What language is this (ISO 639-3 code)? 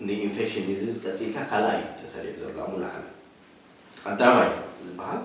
tir